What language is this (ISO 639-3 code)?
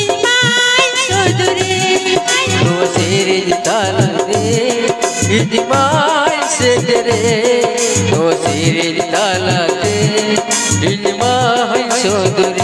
sat